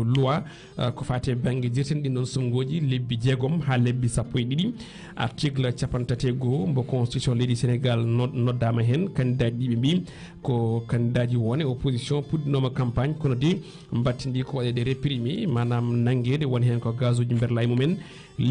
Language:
Fula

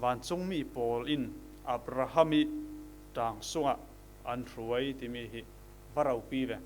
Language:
Falam Chin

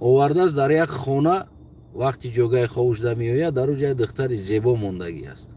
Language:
Tajik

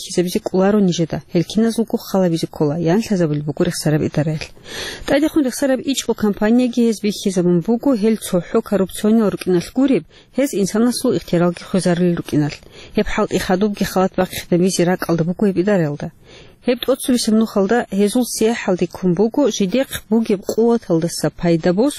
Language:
Avaric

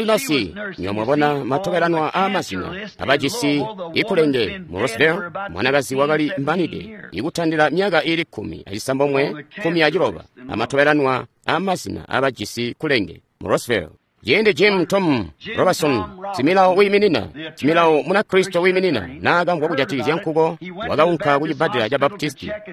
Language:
Tonga (Zambia)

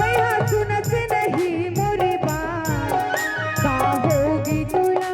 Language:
Chhattisgarhi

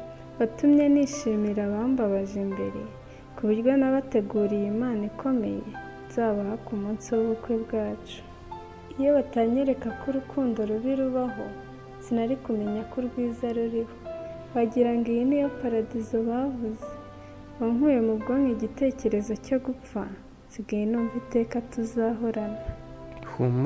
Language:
Kinyarwanda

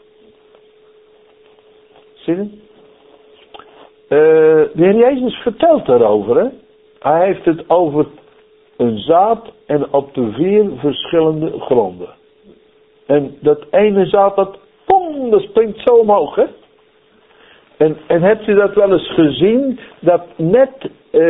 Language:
Dutch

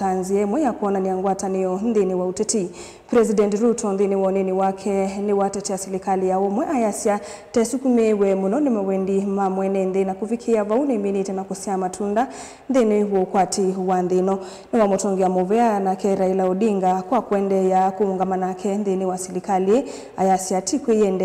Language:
Kamba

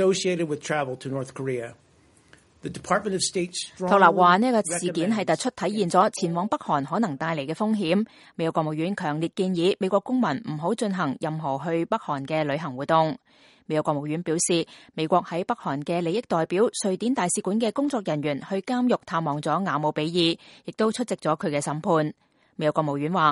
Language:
Cantonese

